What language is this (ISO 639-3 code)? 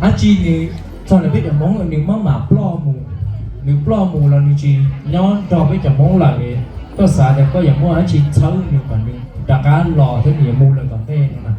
hmn